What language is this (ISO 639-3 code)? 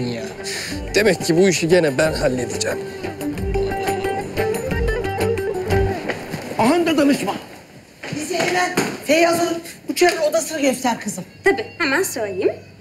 tur